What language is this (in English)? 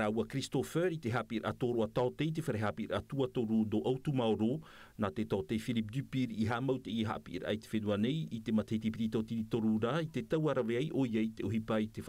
Tahitian